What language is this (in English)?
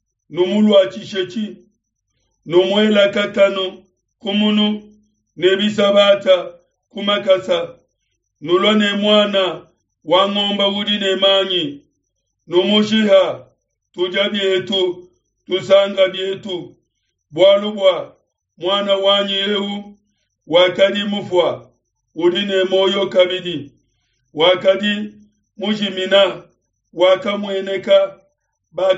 Luba-Lulua